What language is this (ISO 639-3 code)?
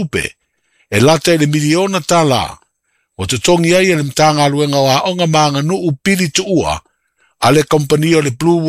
smo